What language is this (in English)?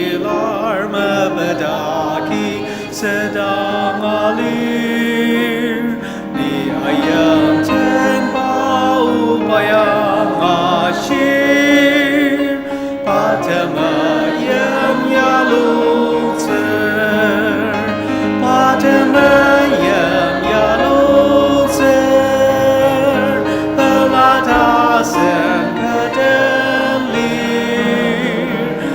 Ao Naga